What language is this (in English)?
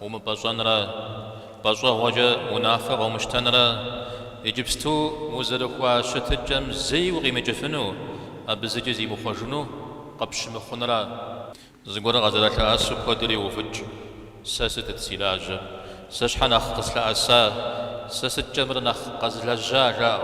Kabardian